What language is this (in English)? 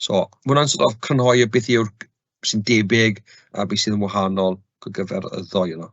Welsh